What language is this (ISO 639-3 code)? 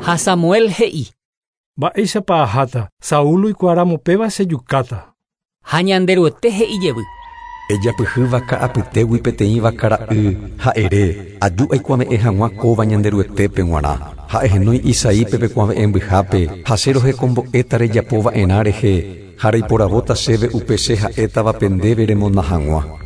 grn